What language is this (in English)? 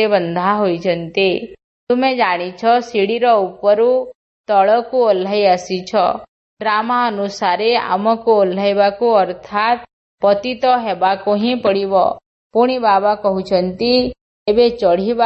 Odia